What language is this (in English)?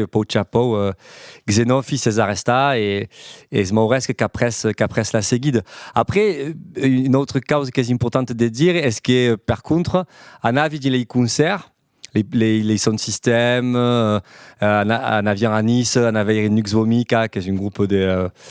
Occitan